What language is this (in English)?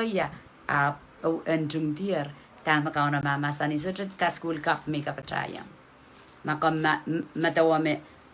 Pohnpeian